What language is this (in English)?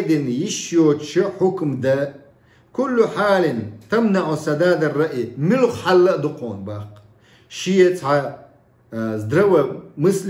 Chechen